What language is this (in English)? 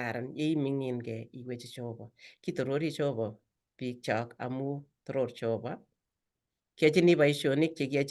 Kalenjin